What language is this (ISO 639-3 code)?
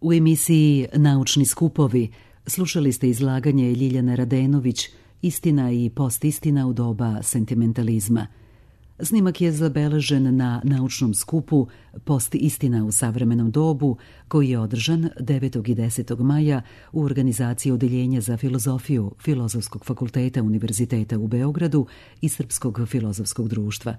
srp